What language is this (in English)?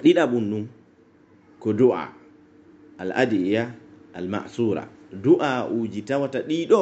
Pular